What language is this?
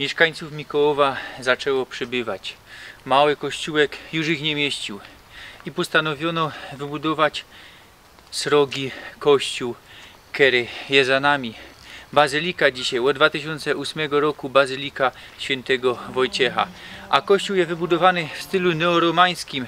Silesian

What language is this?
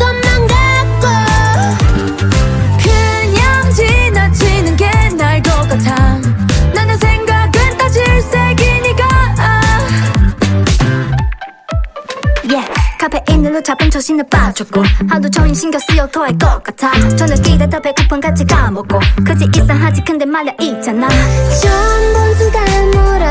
Korean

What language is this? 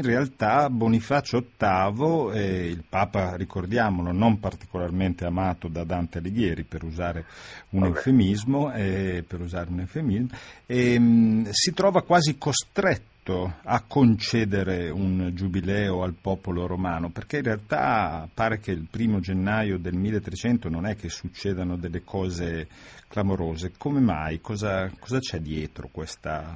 Italian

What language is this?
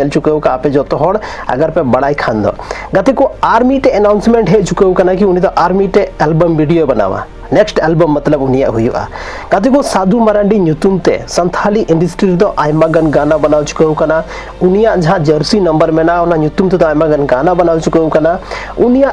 Santali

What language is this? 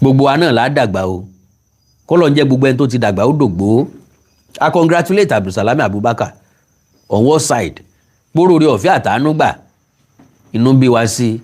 Yoruba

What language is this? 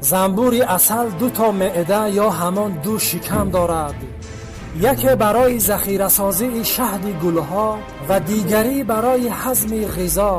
Tajik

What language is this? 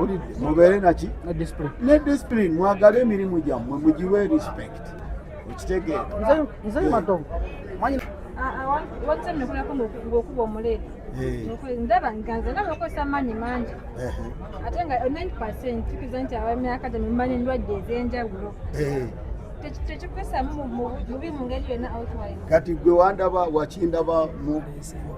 Ganda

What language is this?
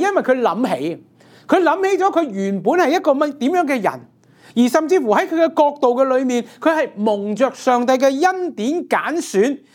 Cantonese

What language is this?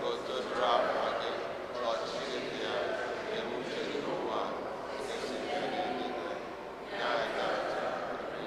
Igbo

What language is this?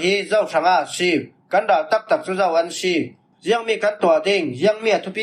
Falam Chin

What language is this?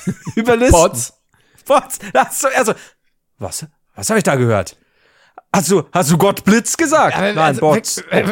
German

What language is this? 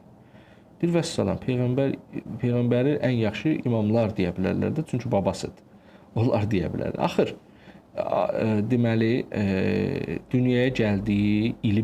Azerbaijani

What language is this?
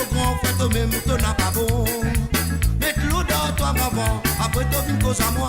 Morisyen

